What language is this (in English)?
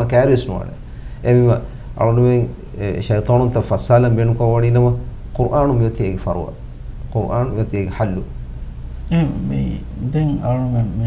Divehi